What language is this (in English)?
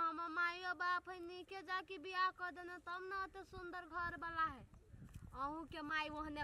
Maithili